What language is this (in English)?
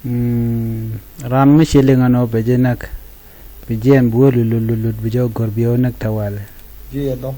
Nuer